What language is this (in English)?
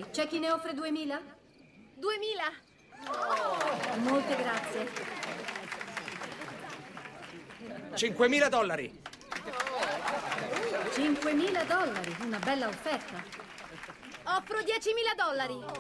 Italian